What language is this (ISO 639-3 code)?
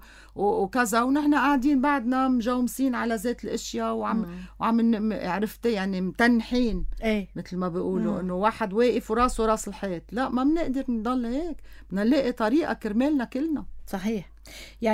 apc